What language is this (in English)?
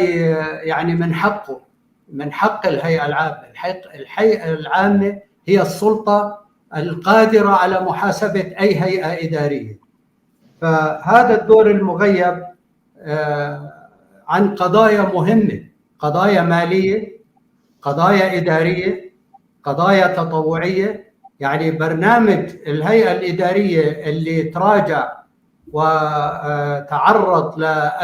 North Levantine Arabic